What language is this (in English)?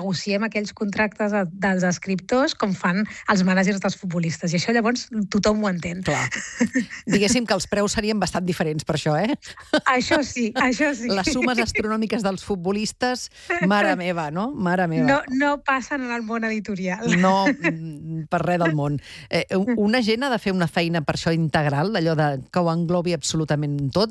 Catalan